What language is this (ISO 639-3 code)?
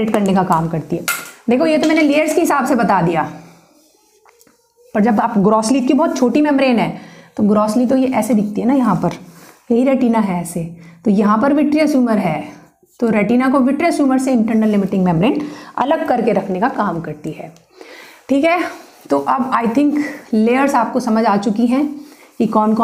hin